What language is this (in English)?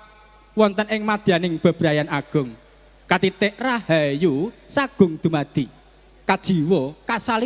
Javanese